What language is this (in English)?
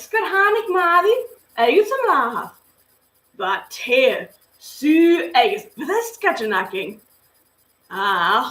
Scottish Gaelic